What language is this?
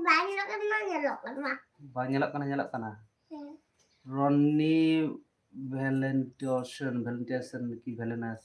Santali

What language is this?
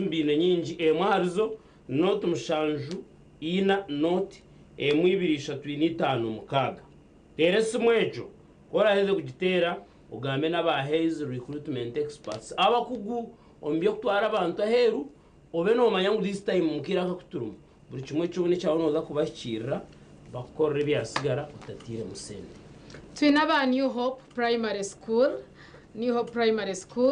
Nyankole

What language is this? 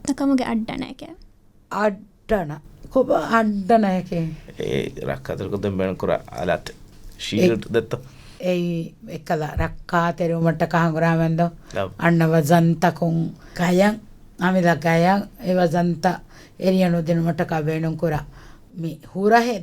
Divehi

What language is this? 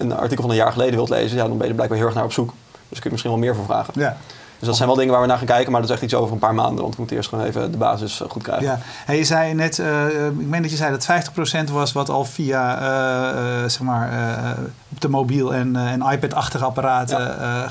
Dutch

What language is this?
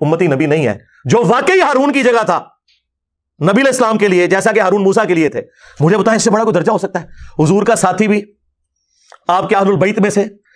Urdu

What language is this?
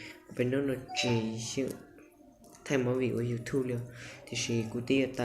Hmong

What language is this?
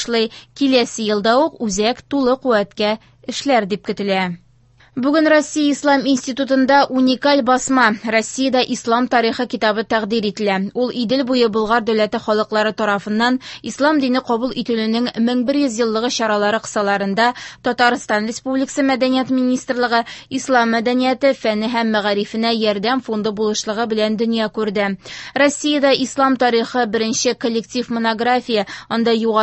Tatar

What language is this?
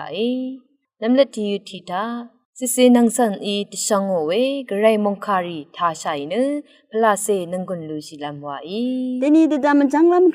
Rawang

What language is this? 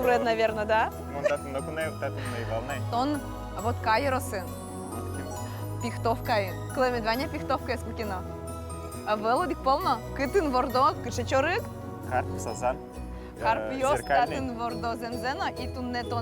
Udmurt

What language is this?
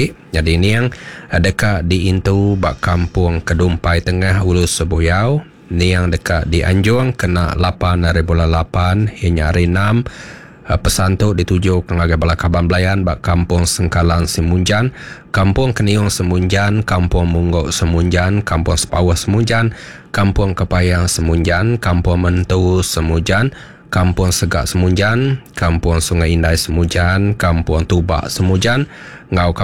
Iban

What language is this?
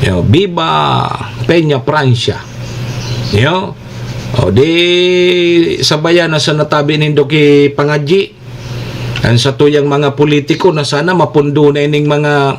Bikol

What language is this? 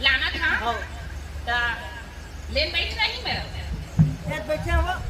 Chhattisgarhi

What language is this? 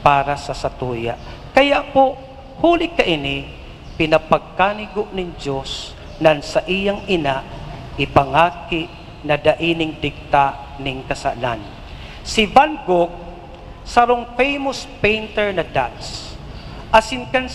Bikol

